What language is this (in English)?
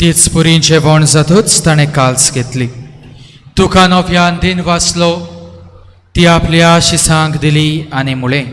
Konkani